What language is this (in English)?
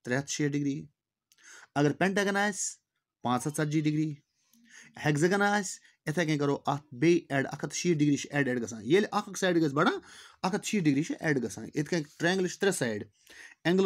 Kashmiri